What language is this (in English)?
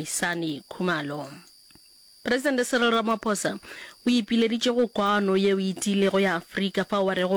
Northern Sotho